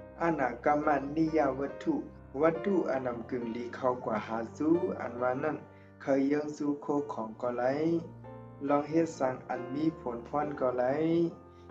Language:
Shan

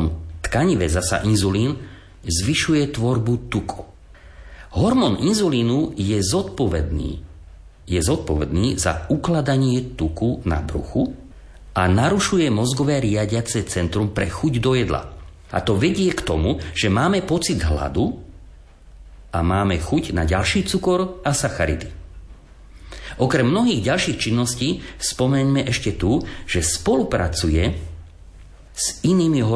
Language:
Slovak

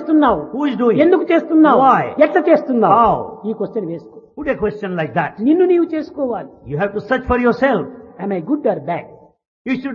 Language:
Telugu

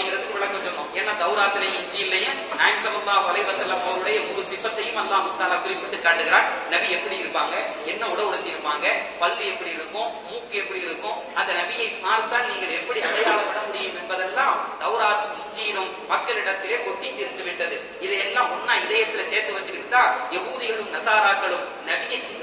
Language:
Tamil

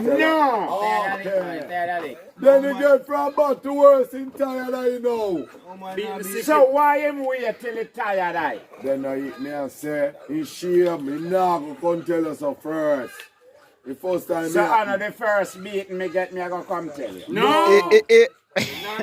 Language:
Jamaican Creole English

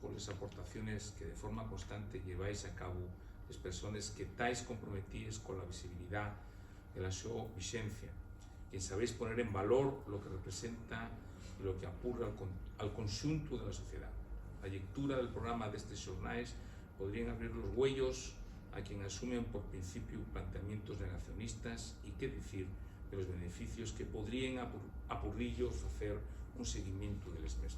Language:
Asturian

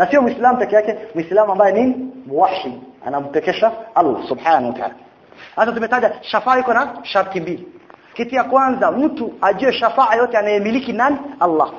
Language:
Swahili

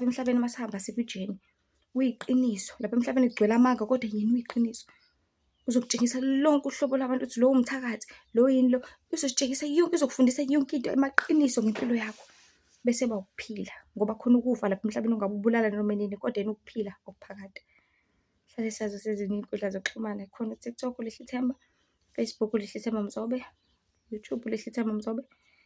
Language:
Zulu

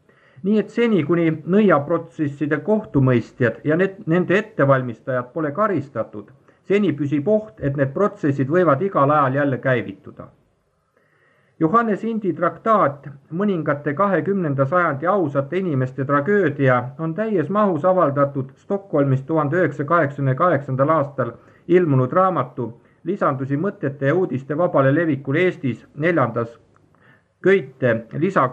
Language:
Estonian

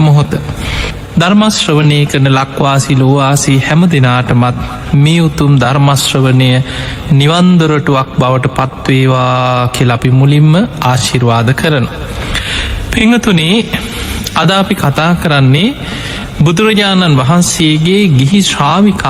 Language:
Sinhala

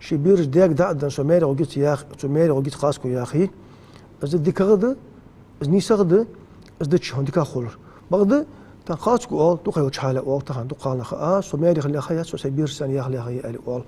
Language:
Ingush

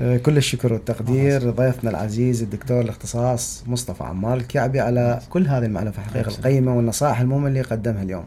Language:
Mesopotamian Arabic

